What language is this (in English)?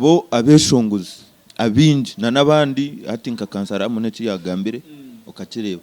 Nyankole